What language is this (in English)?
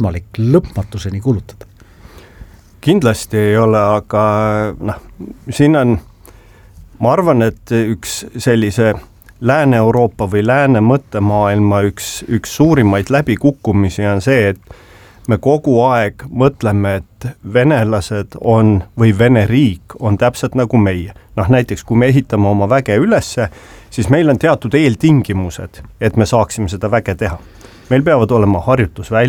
Estonian